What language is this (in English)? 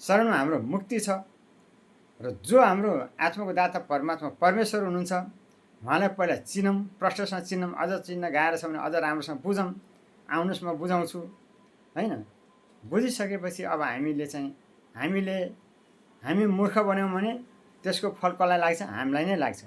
Nepali